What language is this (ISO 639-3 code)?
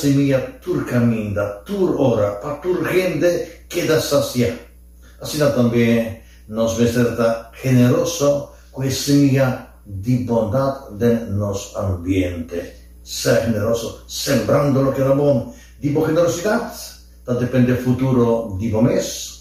pap